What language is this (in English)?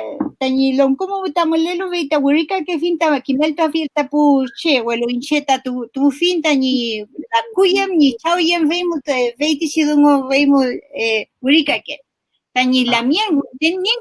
Mapuche